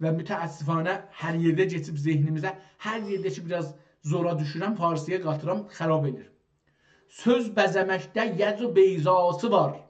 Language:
South Azerbaijani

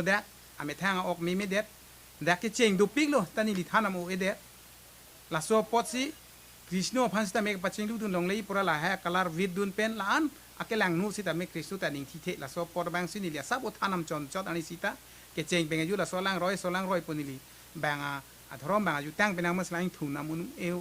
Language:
Karbi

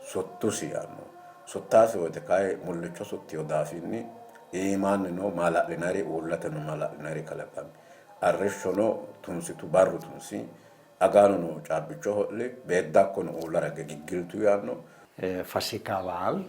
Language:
Sidamo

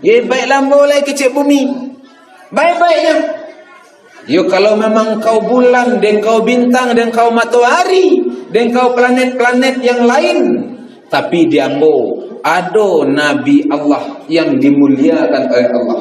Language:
Minangkabau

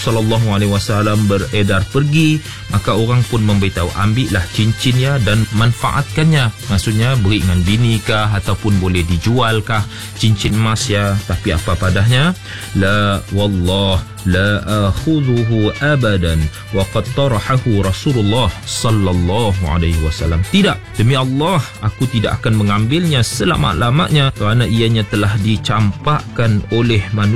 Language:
Malay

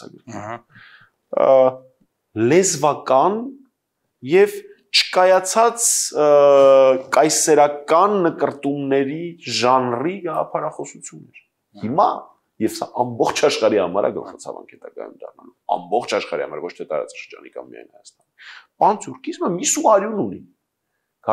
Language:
Armenian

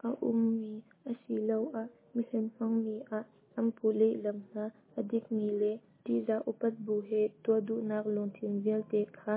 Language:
Hakha Chin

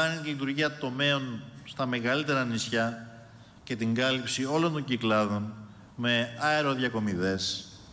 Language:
Greek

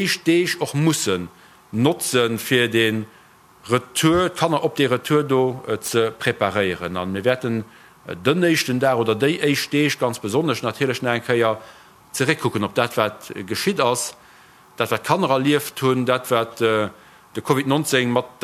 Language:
Luxembourgish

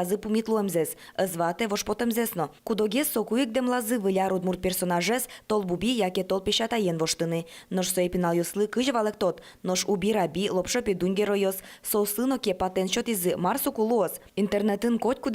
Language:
Udmurt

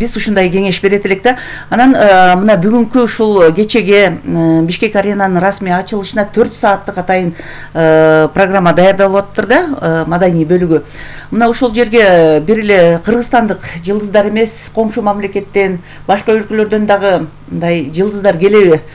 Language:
Kyrgyz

